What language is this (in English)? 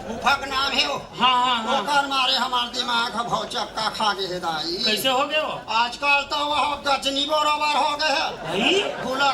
Chhattisgarhi